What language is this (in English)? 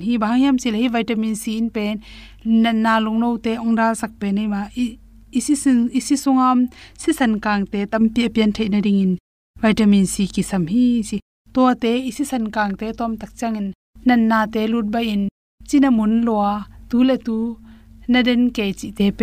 Tedim Chin